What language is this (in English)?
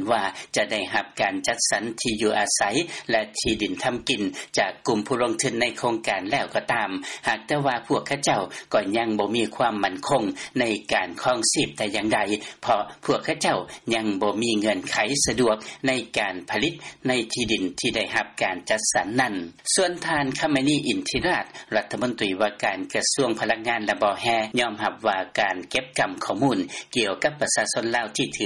Lao